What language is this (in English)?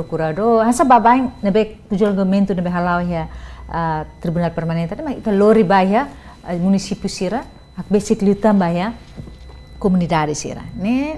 Tetum